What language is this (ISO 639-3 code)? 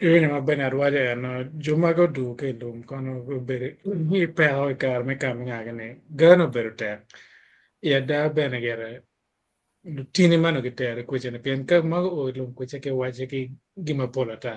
ach